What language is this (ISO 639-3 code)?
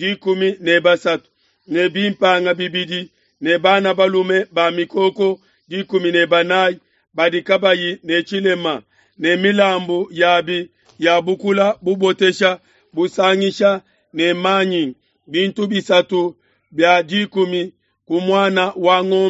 lua